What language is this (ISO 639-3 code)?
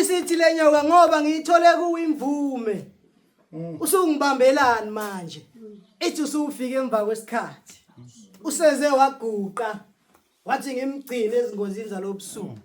zul